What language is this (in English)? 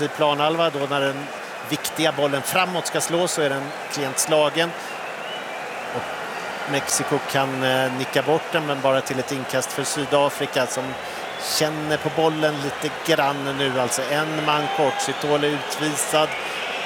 Swedish